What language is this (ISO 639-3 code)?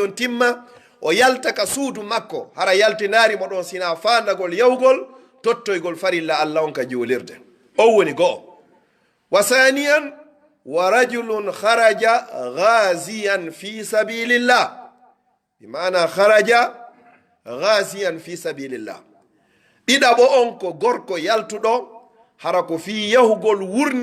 fuf